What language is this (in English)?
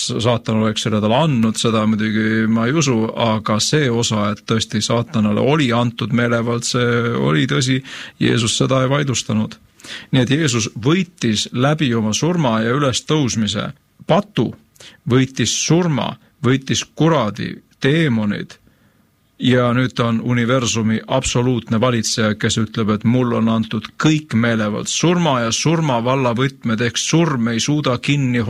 Estonian